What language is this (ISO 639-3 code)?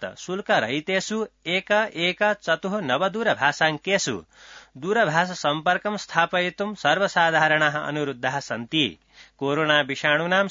san